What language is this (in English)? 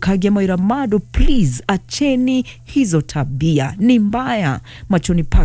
Kikuyu